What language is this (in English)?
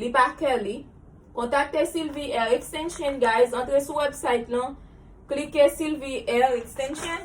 Haitian Creole